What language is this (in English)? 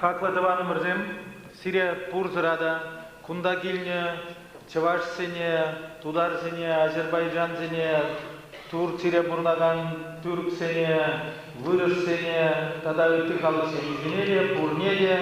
Chuvash